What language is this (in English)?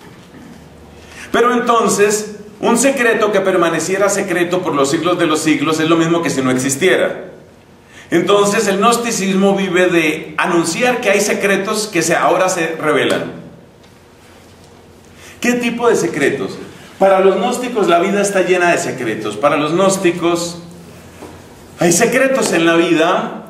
Spanish